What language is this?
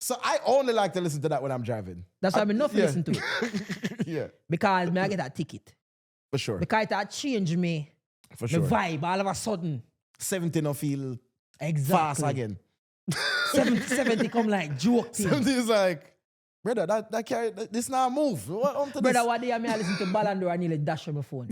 Jamaican Creole English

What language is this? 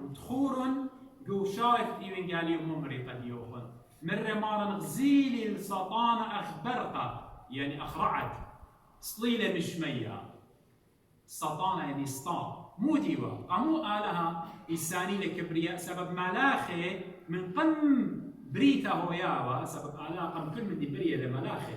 Assyrian Neo-Aramaic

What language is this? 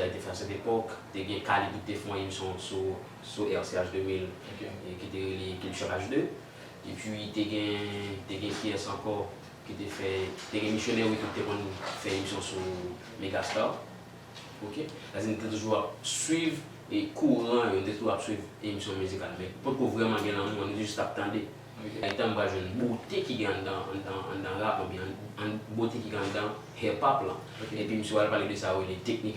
Haitian Creole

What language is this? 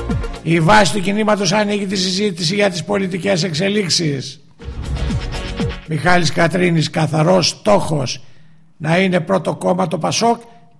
Greek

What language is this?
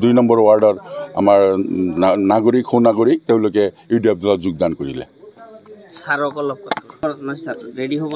Assamese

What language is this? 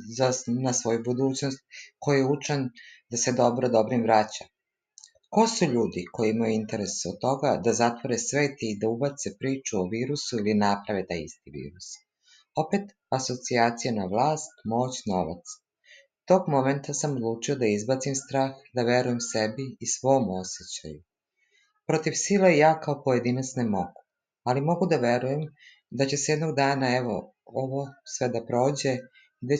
Serbian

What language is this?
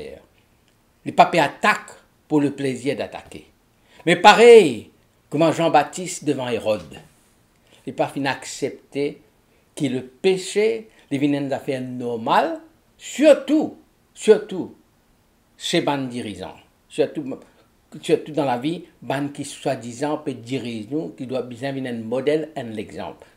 Morisyen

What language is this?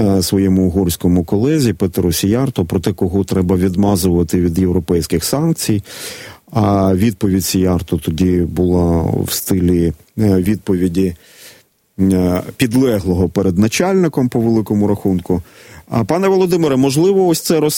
Ukrainian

